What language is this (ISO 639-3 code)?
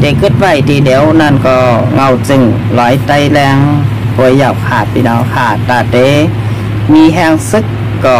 shn